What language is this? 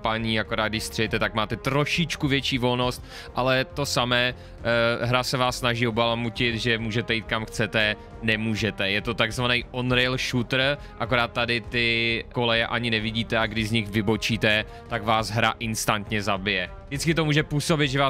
Czech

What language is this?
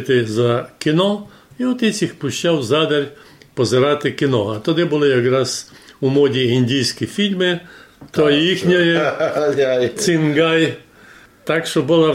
Rusyn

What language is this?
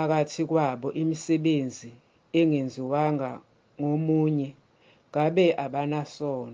Zulu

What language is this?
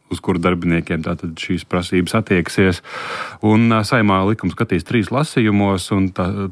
Latvian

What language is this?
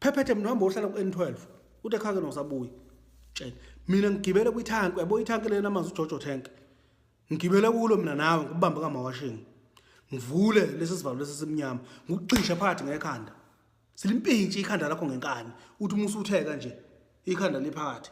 Zulu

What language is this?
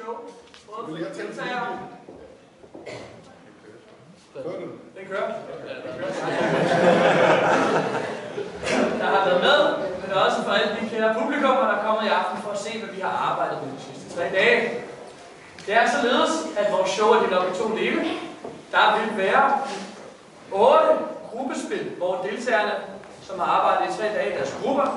Danish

